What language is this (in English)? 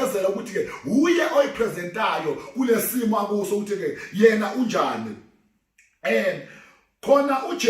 Zulu